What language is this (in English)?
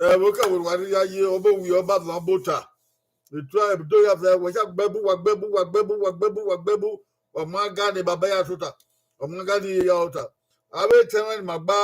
Bini